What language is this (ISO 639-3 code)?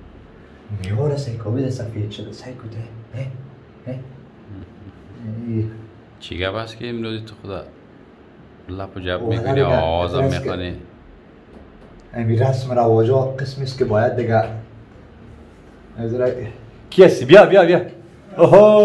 fas